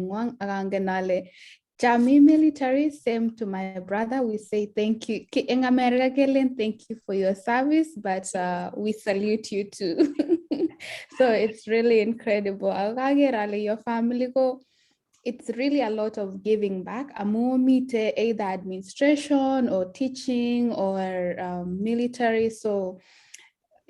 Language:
Kalenjin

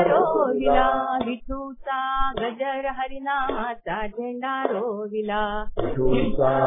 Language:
Marathi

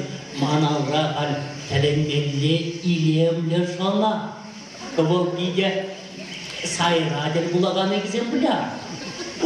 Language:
Chuvash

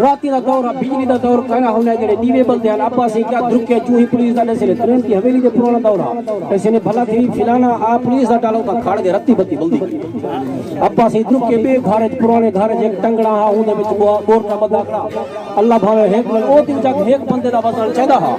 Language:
Saraiki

